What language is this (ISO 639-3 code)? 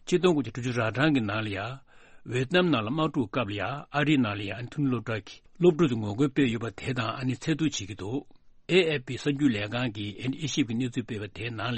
bod